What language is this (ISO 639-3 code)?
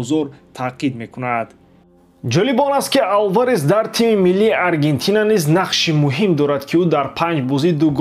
tgk